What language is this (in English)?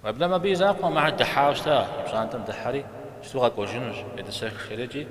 Kabardian